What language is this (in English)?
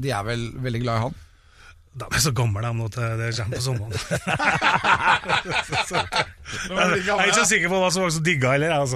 Norwegian